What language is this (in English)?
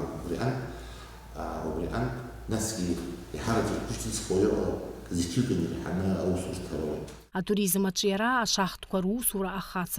Abkhazian